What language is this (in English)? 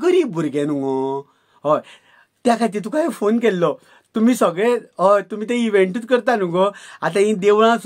Konkani